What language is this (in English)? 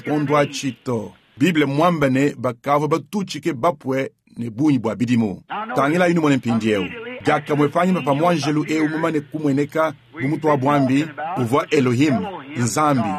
Luba-Lulua